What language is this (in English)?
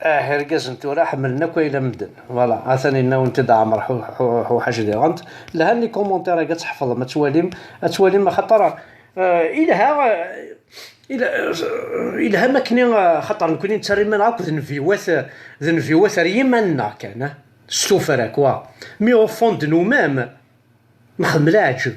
Kabyle